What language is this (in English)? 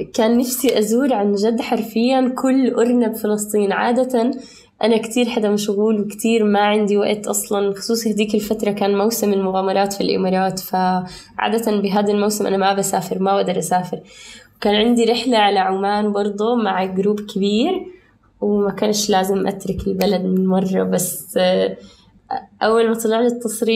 North Levantine Arabic